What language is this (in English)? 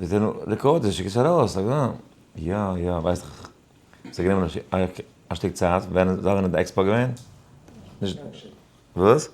Yiddish